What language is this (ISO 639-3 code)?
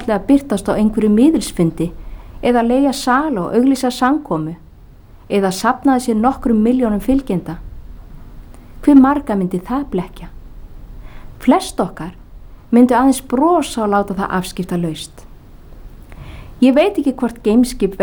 isl